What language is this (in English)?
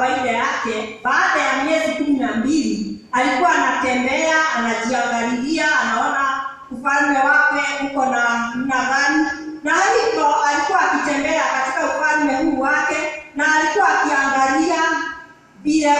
Swahili